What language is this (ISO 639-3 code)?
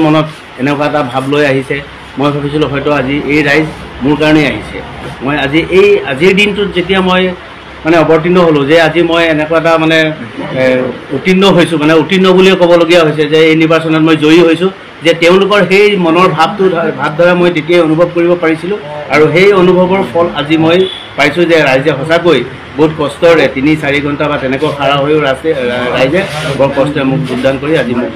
asm